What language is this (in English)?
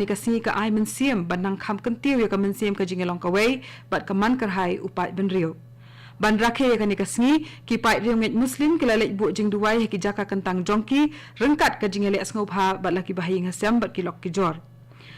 Khasi